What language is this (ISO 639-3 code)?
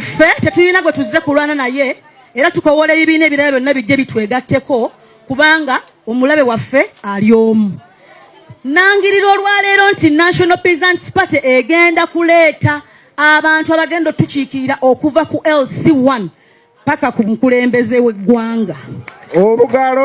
lug